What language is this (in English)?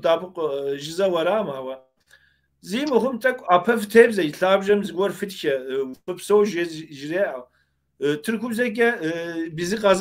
Kabardian